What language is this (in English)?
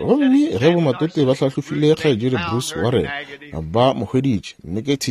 Northern Sotho